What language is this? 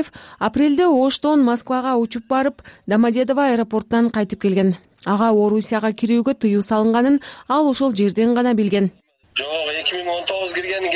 Kyrgyz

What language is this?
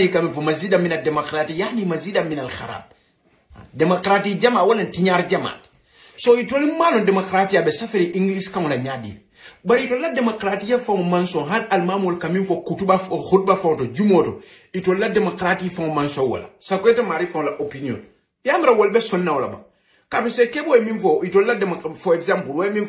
Hausa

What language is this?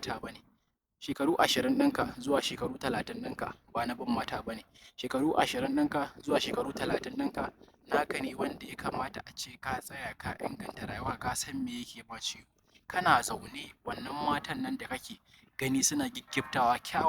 Hausa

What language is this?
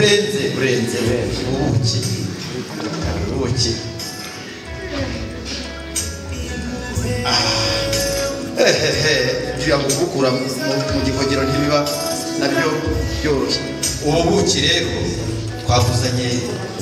Kinyarwanda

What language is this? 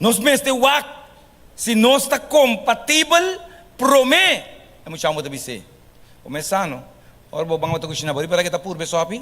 Papiamento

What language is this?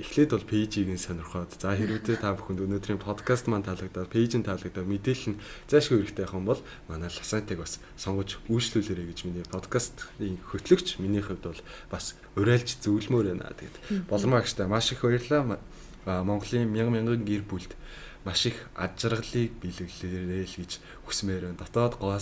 Mongolian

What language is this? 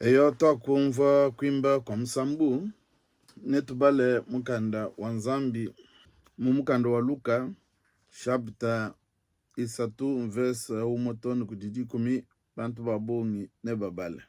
Luba-Lulua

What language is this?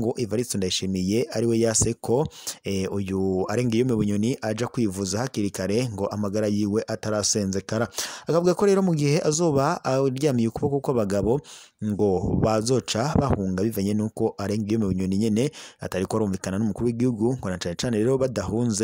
Rundi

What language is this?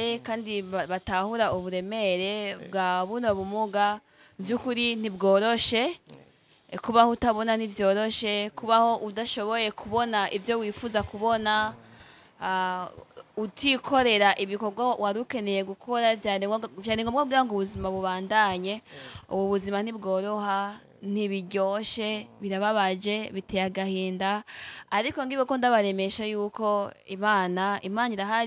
Rundi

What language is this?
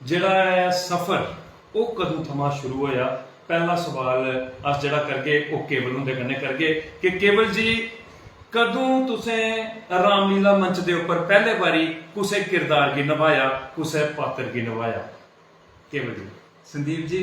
Dogri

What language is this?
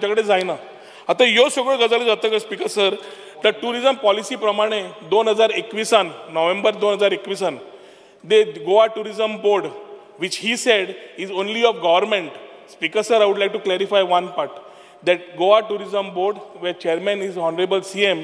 Konkani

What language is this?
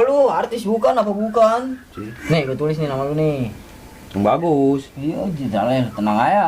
Betawi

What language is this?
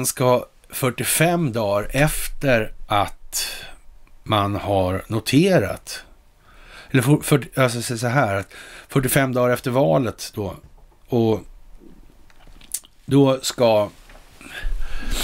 Swedish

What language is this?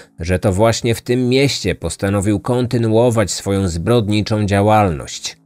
Polish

